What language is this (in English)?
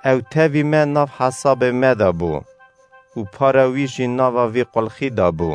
Kurdish